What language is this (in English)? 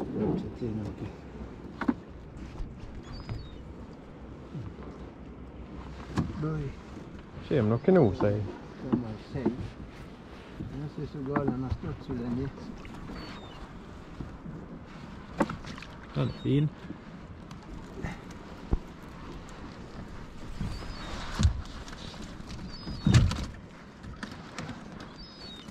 Norwegian